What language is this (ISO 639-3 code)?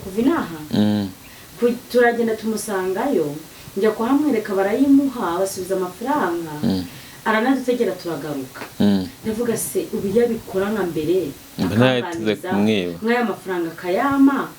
kin